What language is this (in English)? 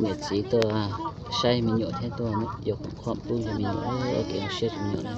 Hmong